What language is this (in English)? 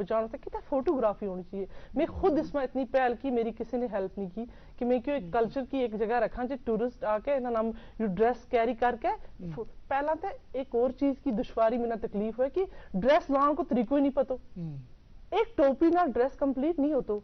Gujari